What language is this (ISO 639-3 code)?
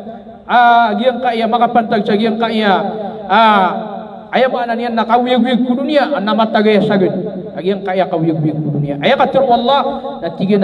mrw